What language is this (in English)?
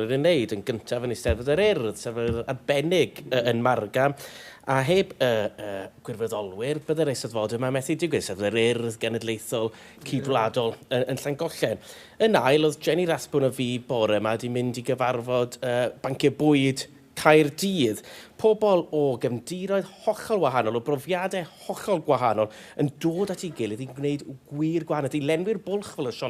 Welsh